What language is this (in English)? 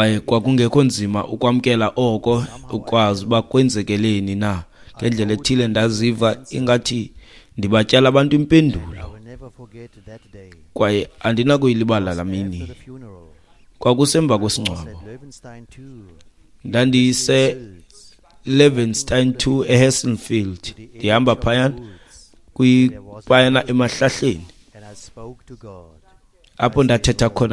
Xhosa